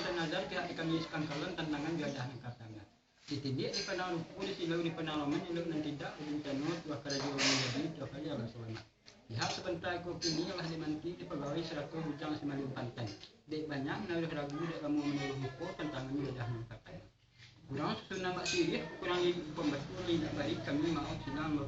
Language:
Minangkabau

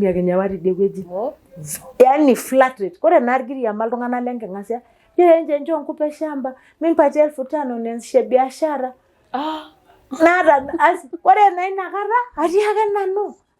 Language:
Masai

